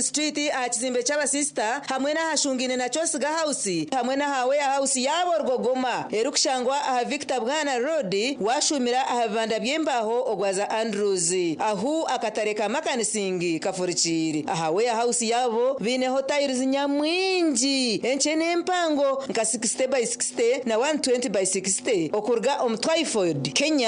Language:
Nyankole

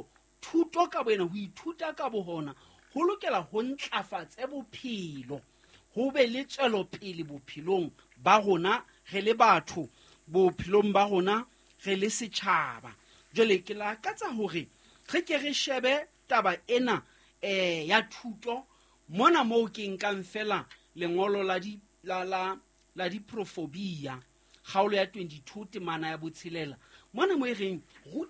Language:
Southern Sotho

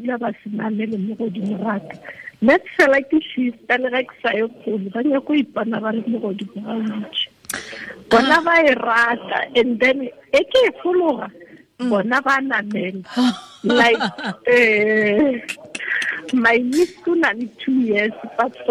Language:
Tswana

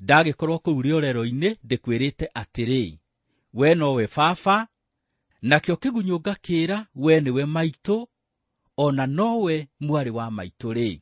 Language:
Kikuyu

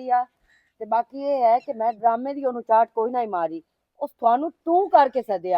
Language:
Western Panjabi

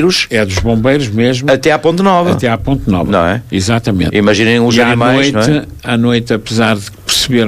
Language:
Portuguese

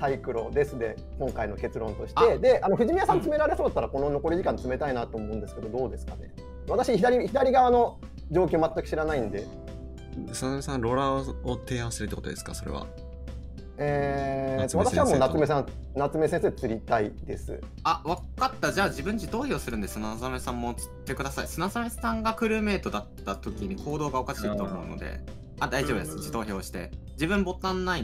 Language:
Japanese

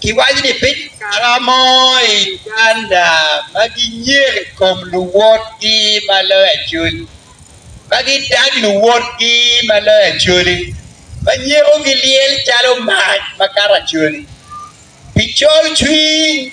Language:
Acoli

